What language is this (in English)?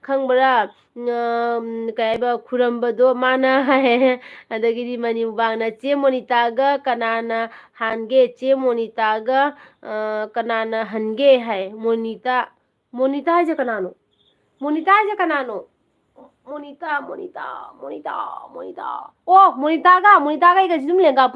Manipuri